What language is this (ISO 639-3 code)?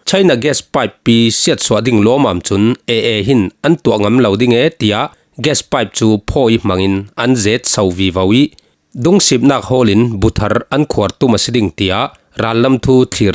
cfm